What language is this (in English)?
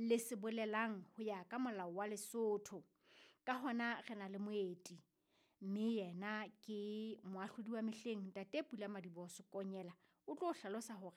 Southern Sotho